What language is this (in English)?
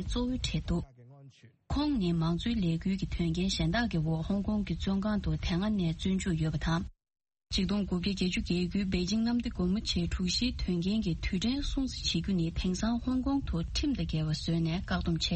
Tibetan